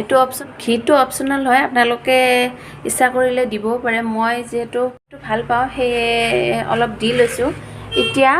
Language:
Assamese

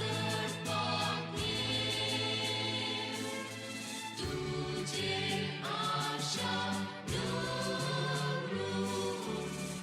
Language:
Konkani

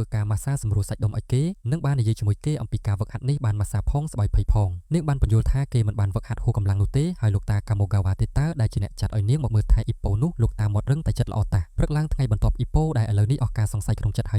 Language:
Khmer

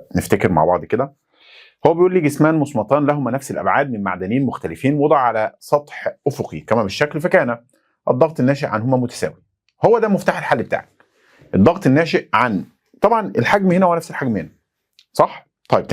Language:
Egyptian Arabic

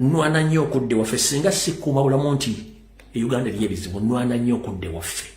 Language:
Ganda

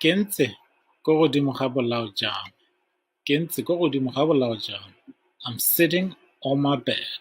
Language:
Tswana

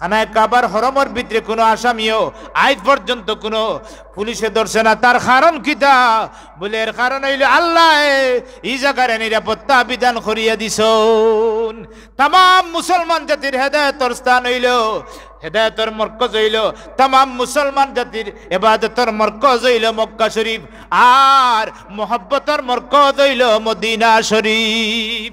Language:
Sylheti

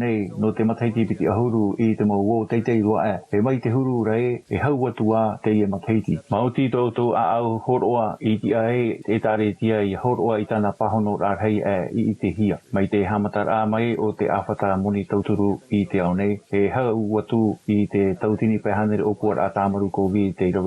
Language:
Tahitian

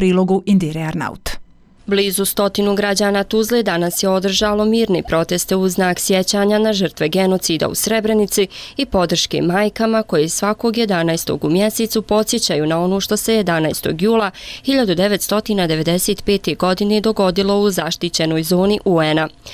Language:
Bosnian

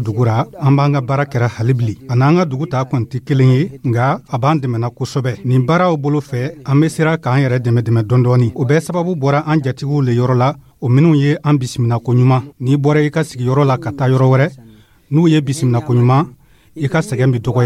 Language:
Dyula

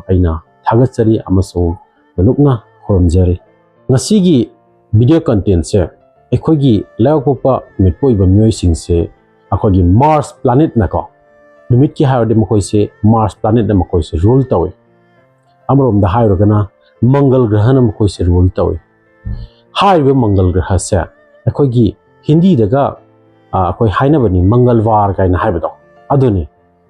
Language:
Manipuri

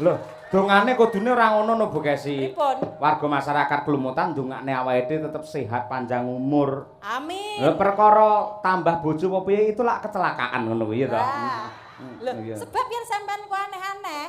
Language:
Javanese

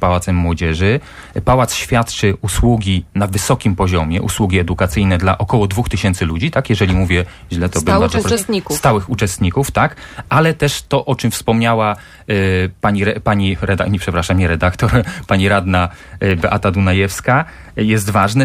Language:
Polish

